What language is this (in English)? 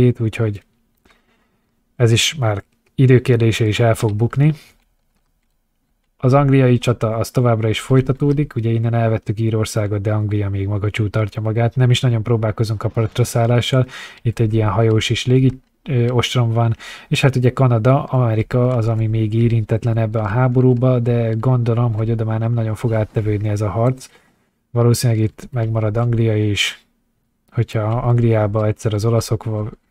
Hungarian